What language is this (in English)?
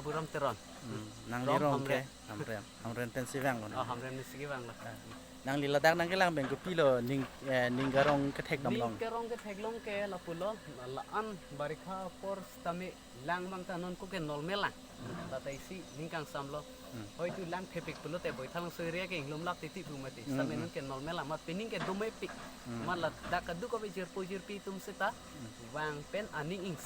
Karbi